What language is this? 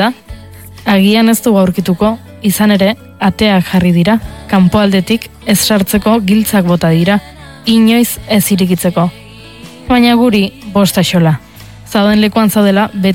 Basque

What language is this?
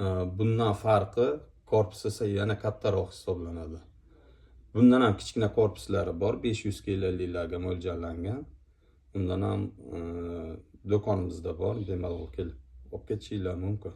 Uzbek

